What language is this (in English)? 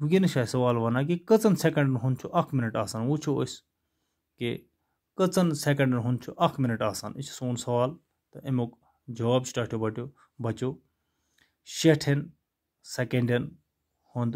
Kashmiri